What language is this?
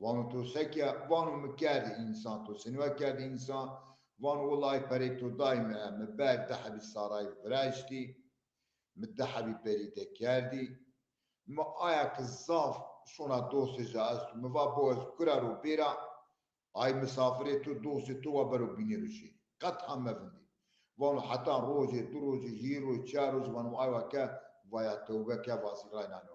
Zaza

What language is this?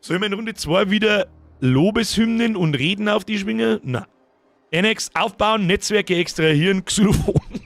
Bavarian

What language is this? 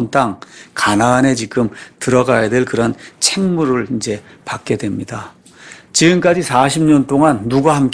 Korean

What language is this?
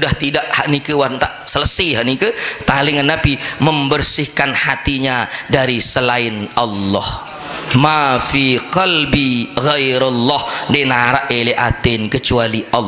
Sasak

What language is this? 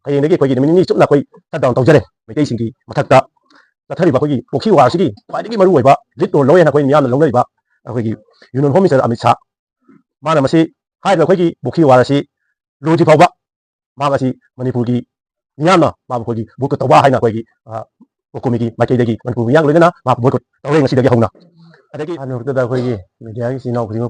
Manipuri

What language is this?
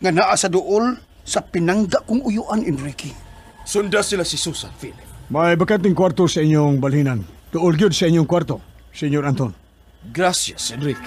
Cebuano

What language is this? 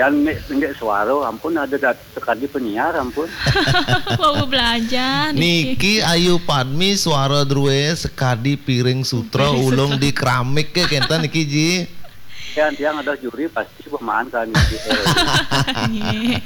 Balinese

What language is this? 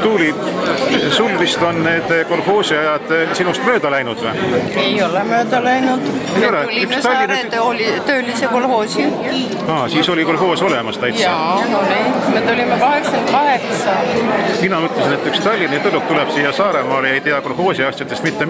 Estonian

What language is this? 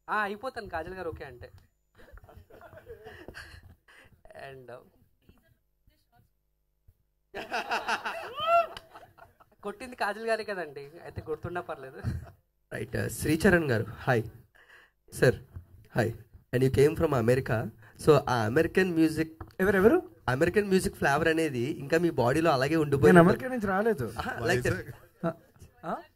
Telugu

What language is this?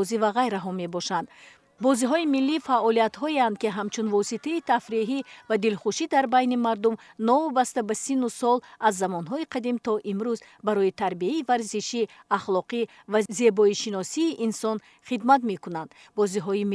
Tajik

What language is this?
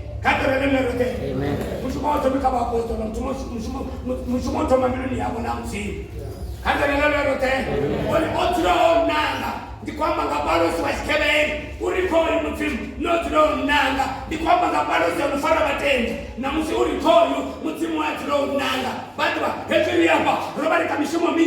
Venda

